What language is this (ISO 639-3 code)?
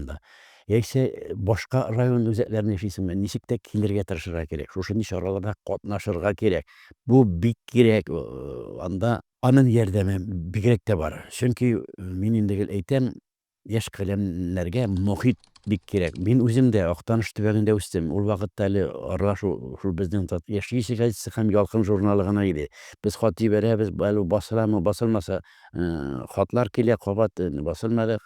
tat